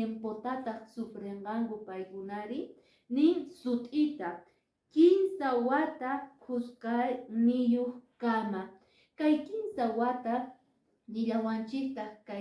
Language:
Quechua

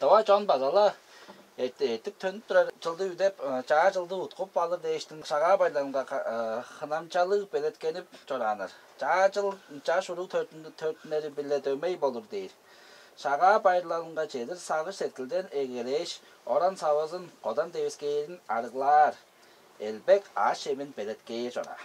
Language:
Tuvinian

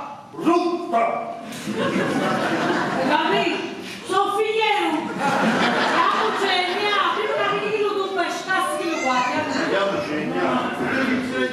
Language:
Neapolitan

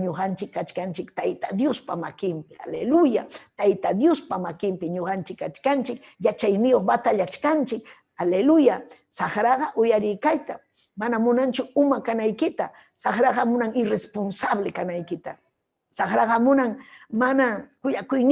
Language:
Ayacucho Quechua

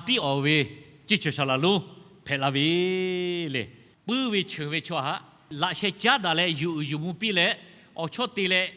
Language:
Lahu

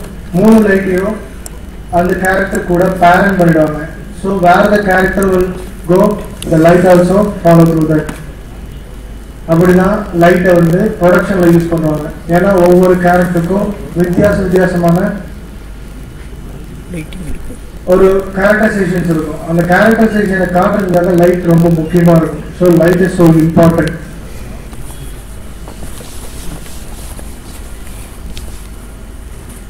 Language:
Tamil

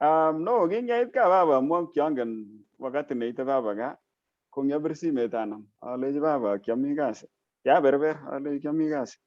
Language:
Kalenjin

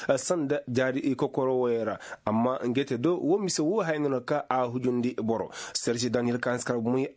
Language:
Koyraboro Senni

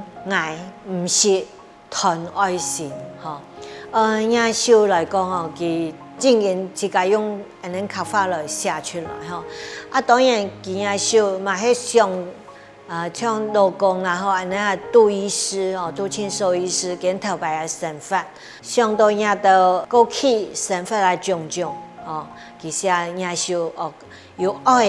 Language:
Hakka Chinese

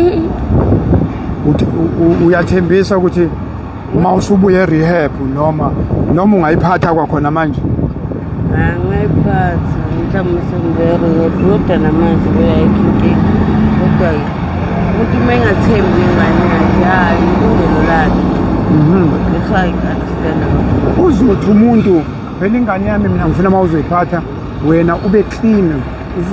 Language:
Zulu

